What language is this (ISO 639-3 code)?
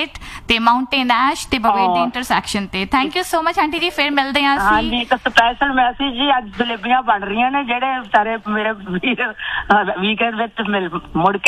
pan